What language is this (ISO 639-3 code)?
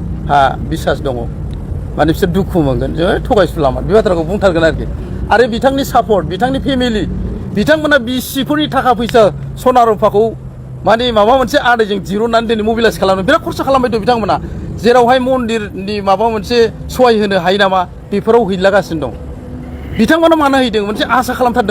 brx